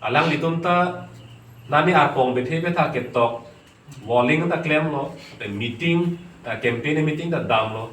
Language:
Karbi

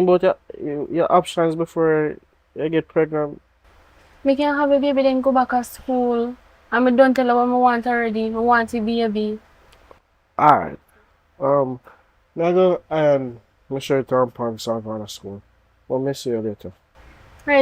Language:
Jamaican Creole English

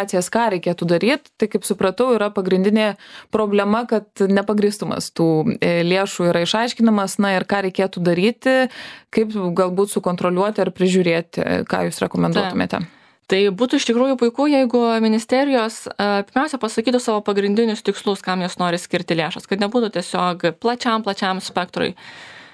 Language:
Lithuanian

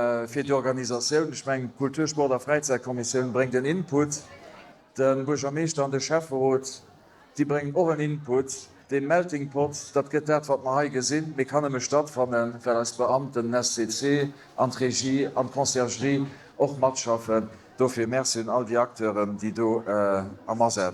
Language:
Luxembourgish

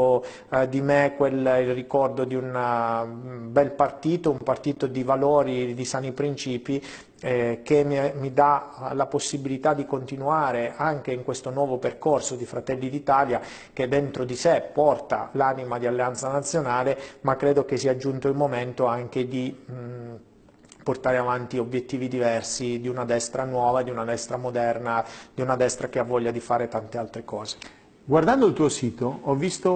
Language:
Italian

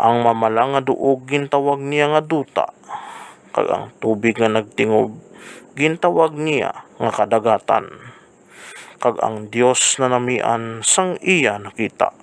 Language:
Hiligaynon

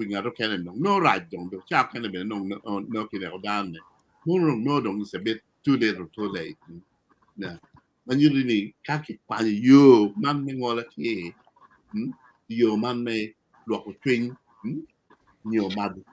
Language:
Acoli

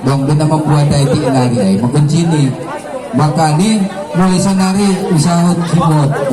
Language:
Batak Simalungun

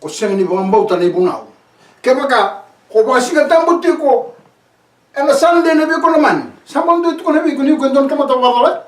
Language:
Fijian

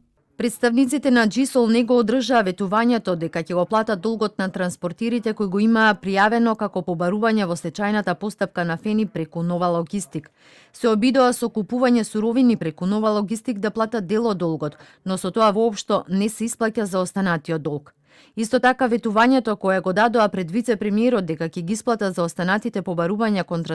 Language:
Macedonian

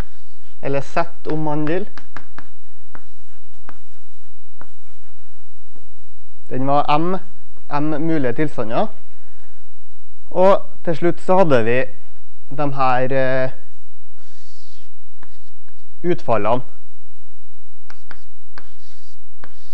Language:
Norwegian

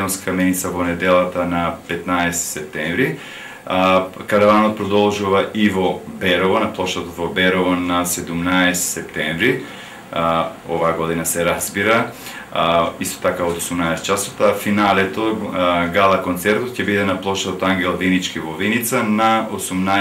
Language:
Macedonian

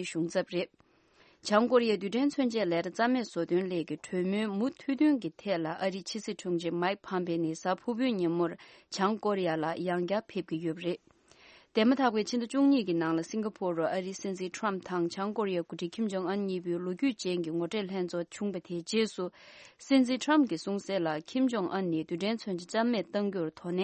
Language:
Tibetan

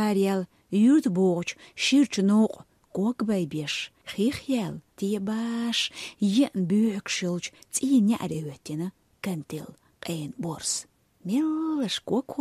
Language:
Chechen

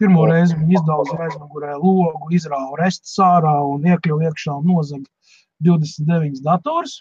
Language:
Latvian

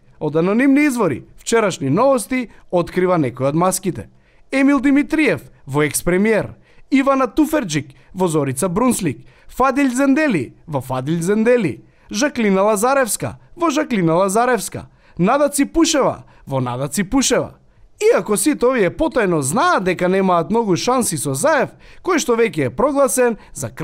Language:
Macedonian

